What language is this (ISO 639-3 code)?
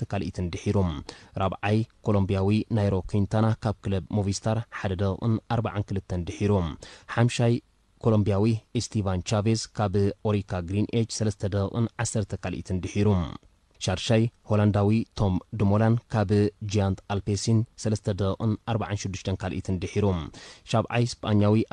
tir